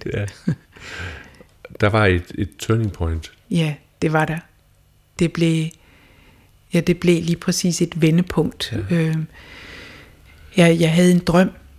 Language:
Danish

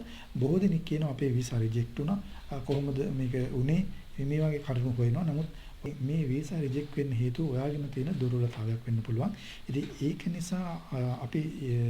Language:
Sinhala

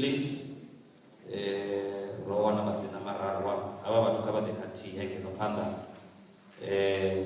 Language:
Venda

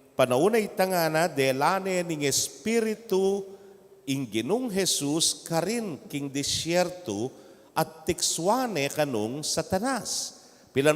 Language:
Pampanga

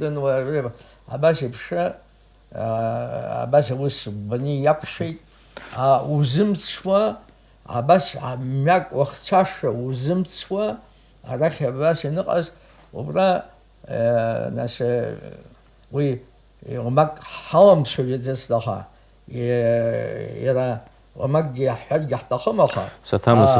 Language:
Abkhazian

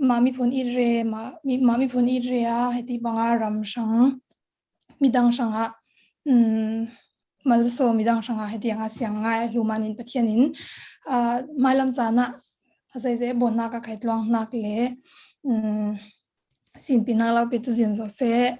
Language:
Falam Chin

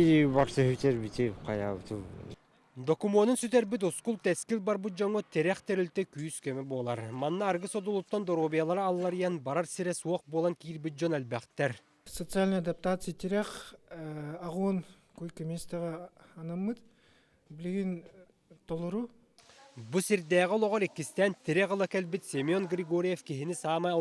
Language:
Yakut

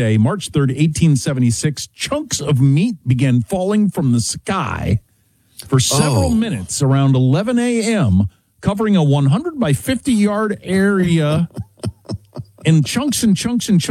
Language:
English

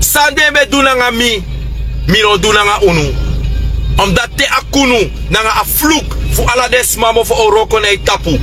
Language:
Sranan Tongo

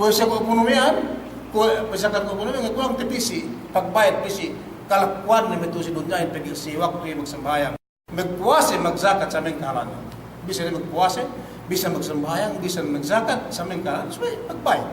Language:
Yakan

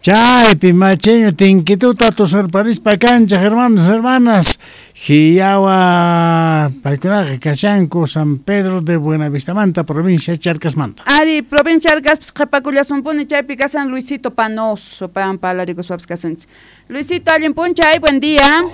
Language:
South Bolivian Quechua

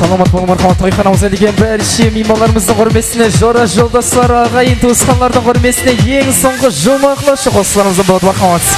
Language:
Kara-Kalpak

